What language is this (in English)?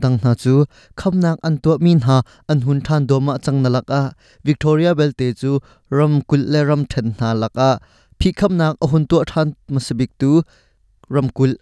Hakha Chin